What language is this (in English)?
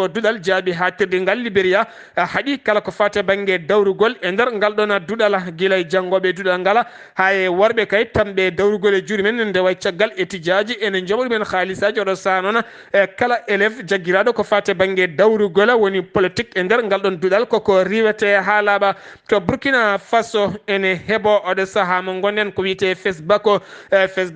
Fula